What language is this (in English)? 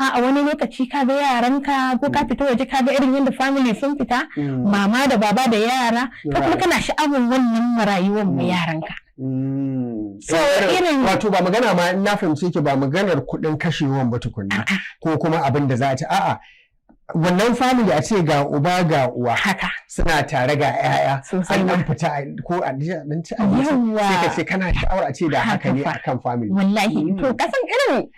Hausa